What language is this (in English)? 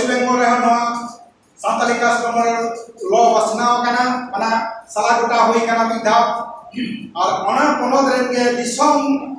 Santali